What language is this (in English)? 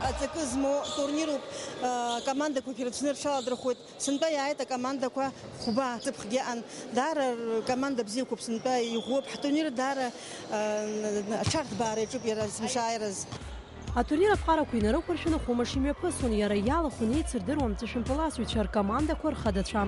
Abkhazian